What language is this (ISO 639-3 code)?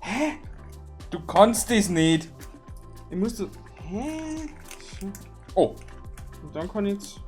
bar